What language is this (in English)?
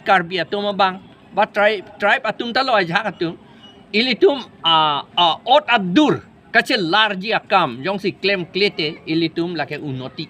Karbi